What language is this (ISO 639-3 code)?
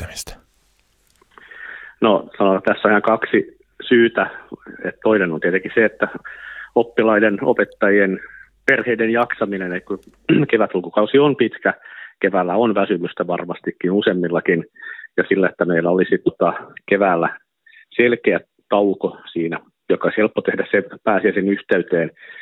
fin